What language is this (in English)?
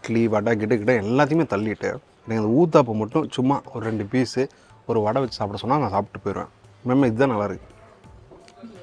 Tamil